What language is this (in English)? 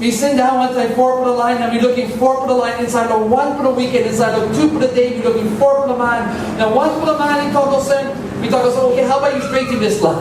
Tok Pisin